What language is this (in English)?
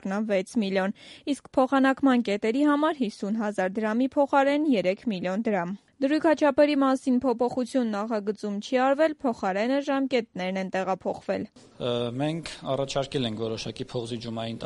Armenian